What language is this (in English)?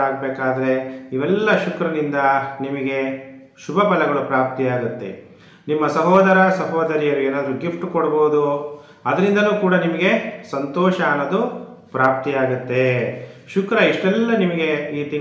Kannada